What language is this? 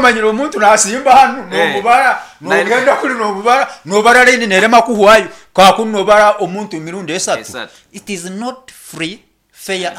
Nyoro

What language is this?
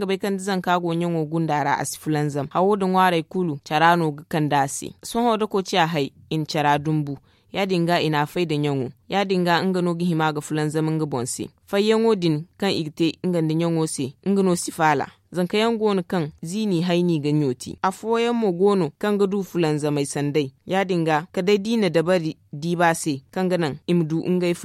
Zarma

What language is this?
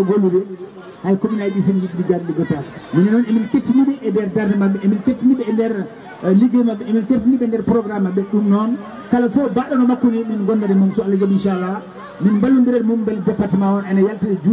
Fula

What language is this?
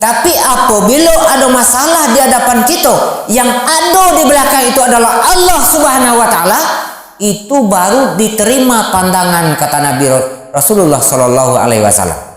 Minangkabau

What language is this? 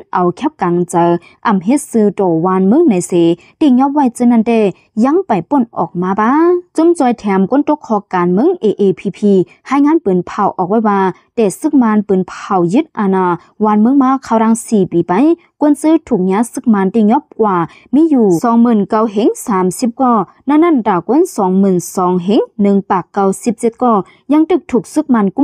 Lao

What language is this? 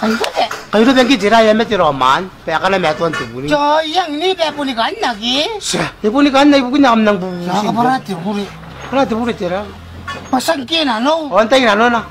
Gilbertese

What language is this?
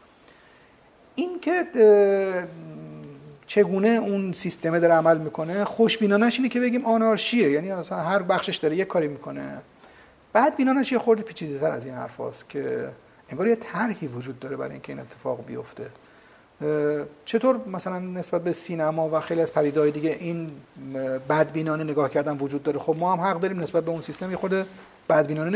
Persian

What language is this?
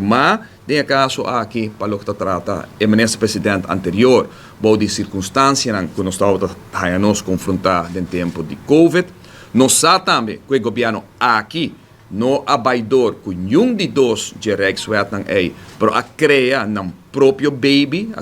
Papiamento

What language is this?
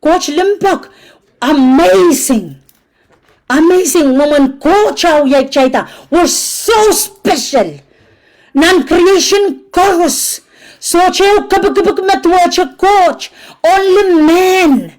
Pohnpeian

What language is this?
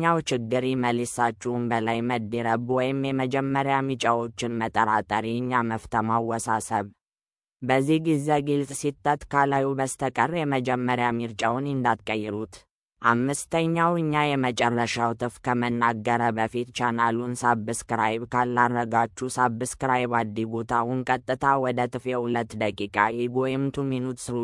Amharic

